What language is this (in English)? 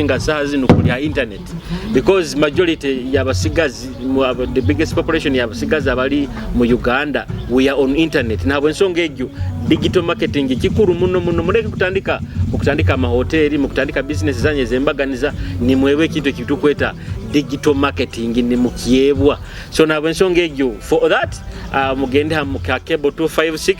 Nyoro